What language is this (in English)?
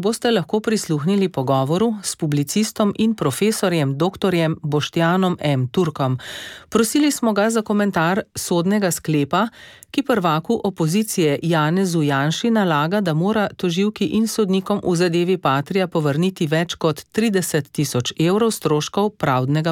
Slovenian